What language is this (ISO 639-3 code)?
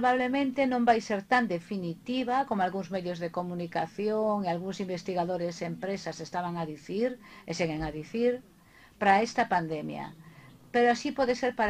glg